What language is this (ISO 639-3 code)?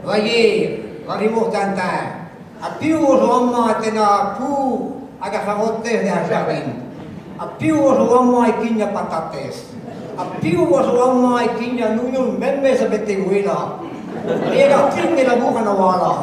bre